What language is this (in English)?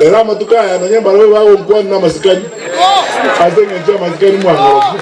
Gusii